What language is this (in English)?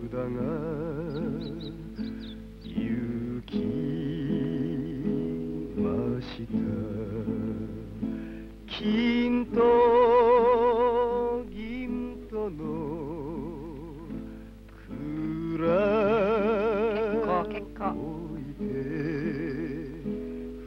Japanese